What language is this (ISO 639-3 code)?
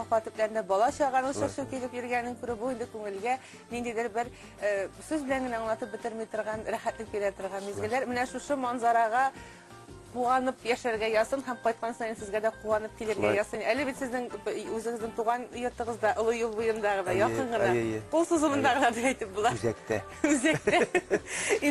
tat